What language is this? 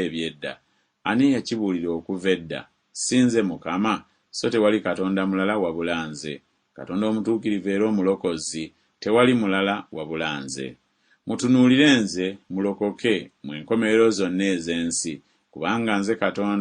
Ganda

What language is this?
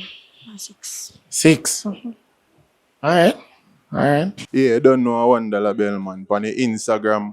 Jamaican Creole English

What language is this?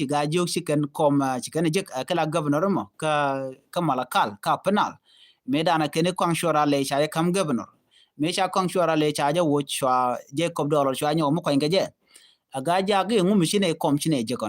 Nuer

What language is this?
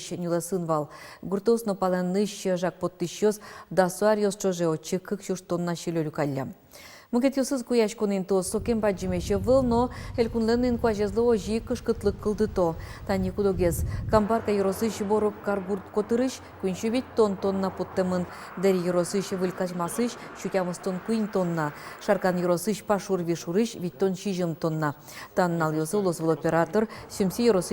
Udmurt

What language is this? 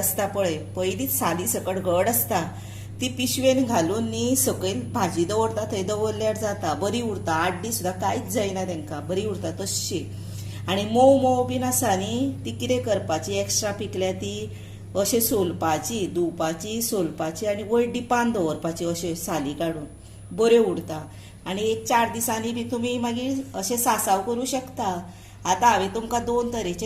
Konkani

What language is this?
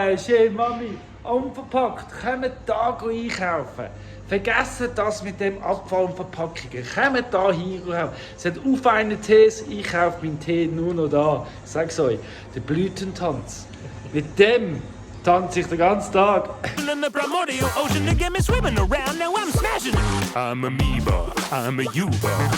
Swiss German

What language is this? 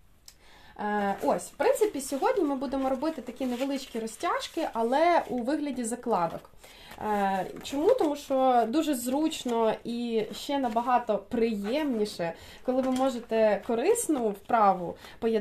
Ukrainian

